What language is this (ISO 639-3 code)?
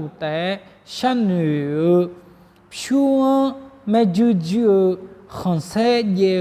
ahk